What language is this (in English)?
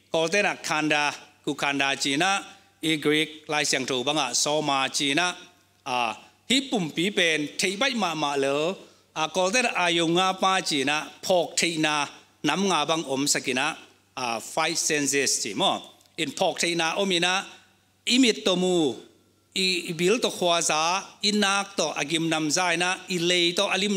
Tedim Chin